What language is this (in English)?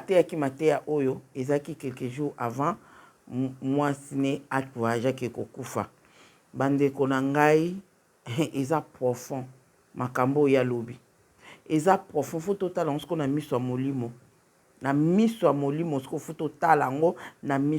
Lingala